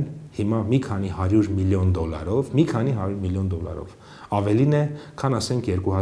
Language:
Armenian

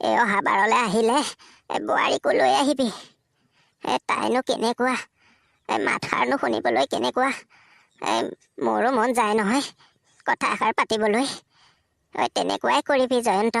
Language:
Assamese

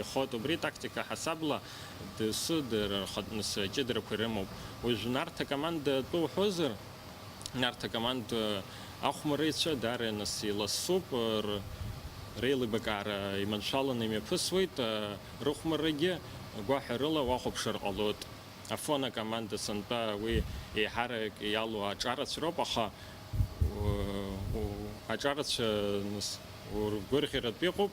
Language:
Abkhazian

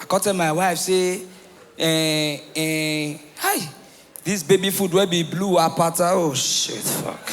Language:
Nigerian Pidgin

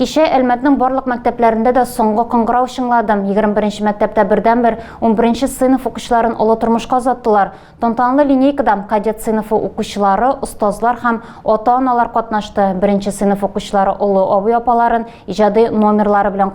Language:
Tatar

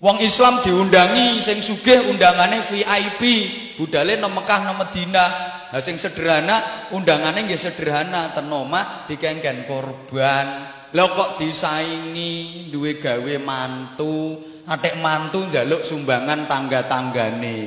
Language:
Javanese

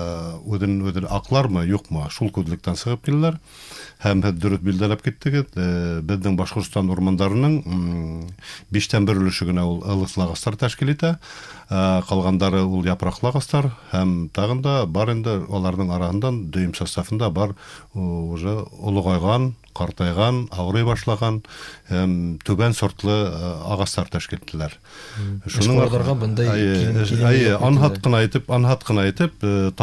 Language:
Bashkir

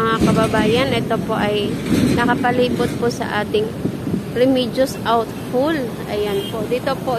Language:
Filipino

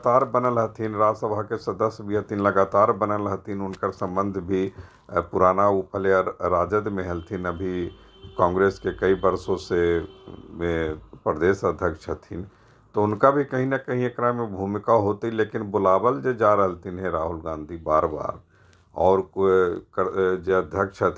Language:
Magahi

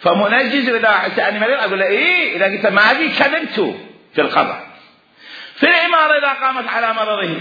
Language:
Mesopotamian Arabic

